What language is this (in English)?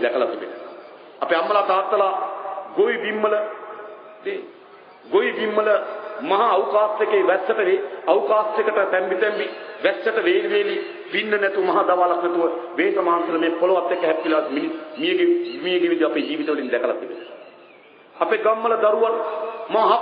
Sinhala